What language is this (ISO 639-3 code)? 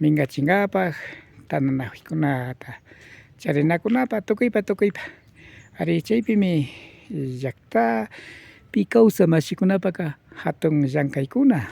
qvi